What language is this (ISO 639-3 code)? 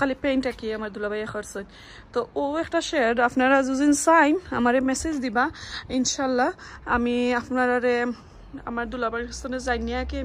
syl